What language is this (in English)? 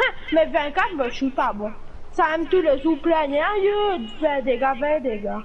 Morisyen